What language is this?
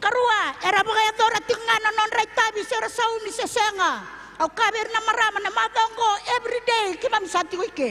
Fijian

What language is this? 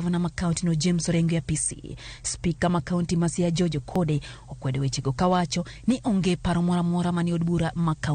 Luo (Kenya and Tanzania)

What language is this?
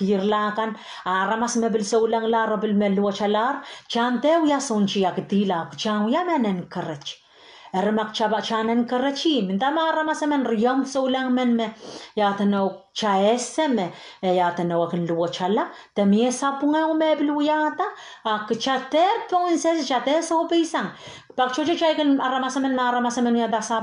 Pohnpeian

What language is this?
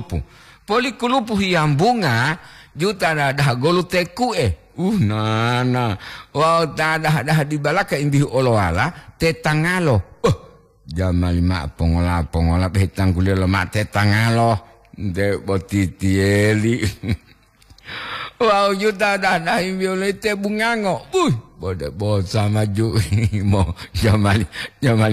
Gorontalo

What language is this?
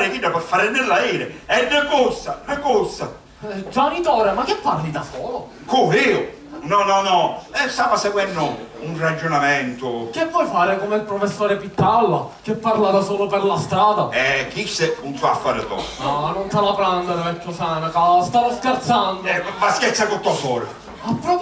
Sicilian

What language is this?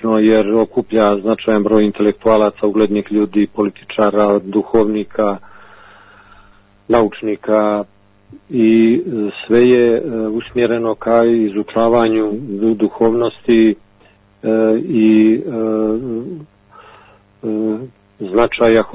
Bosnian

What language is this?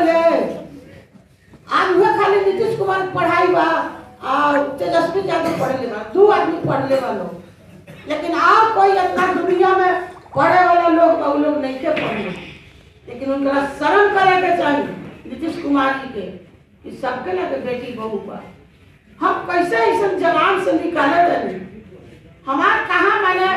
Bhojpuri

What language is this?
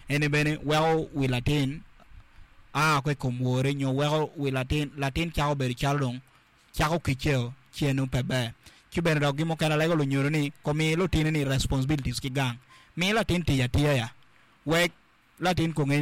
Acoli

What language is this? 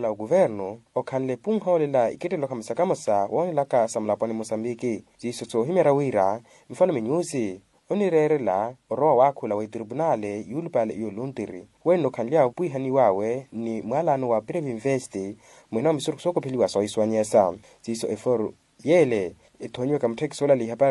Makhuwa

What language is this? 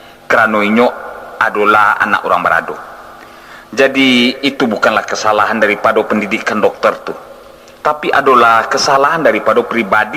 Minangkabau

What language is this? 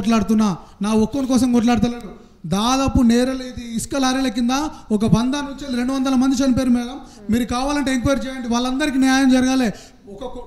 Telugu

